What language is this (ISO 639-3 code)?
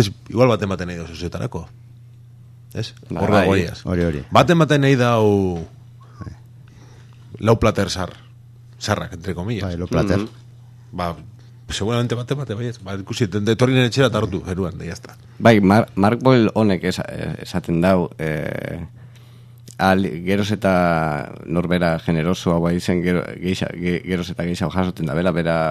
eus